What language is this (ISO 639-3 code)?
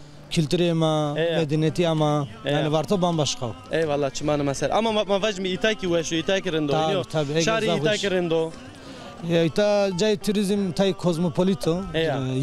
zza